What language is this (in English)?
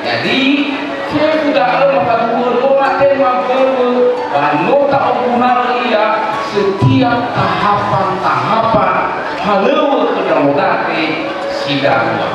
Nias